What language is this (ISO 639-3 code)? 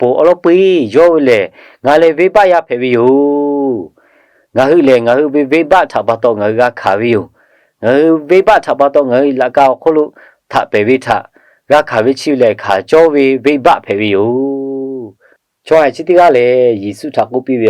lhu